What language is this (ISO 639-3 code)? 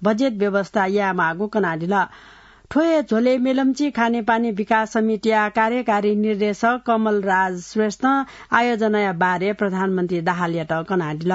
new